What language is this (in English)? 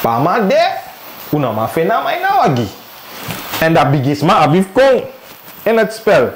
Sranan Tongo